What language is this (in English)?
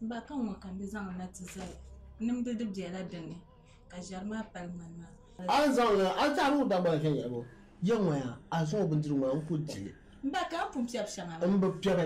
Dagbani